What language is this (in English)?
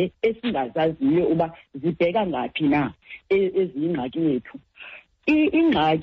Xhosa